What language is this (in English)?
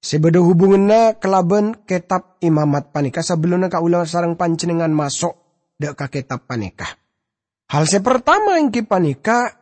Madurese